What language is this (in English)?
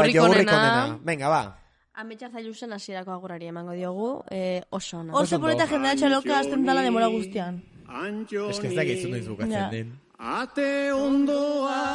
Basque